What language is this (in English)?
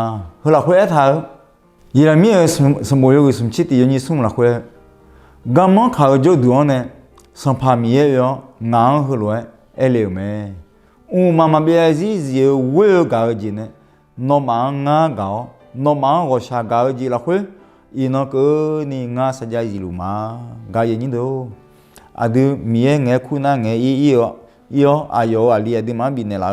Akha